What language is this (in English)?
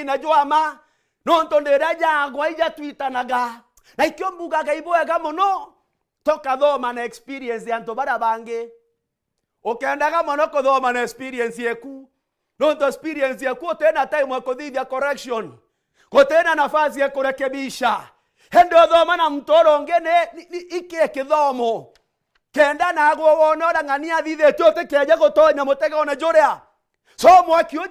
Meru